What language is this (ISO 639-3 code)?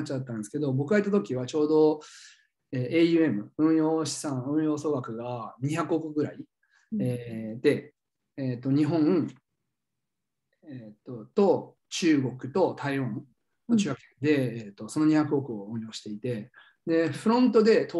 jpn